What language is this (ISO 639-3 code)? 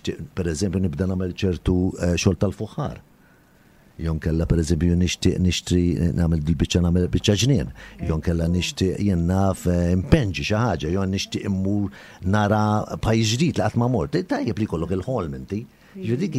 mlt